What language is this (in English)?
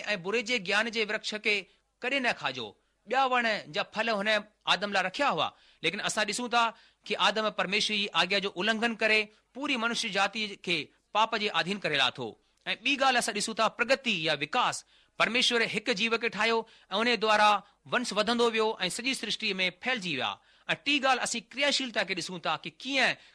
Sindhi